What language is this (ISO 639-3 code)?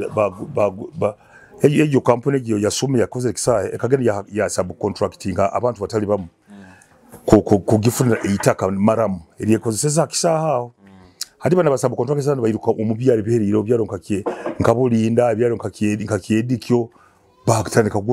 nyo